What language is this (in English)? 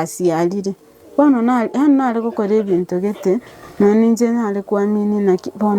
Gusii